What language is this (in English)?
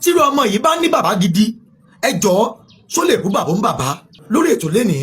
Yoruba